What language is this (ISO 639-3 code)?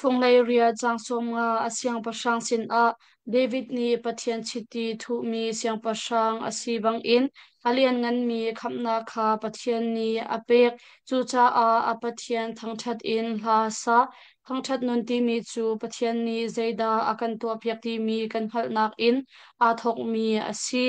cnh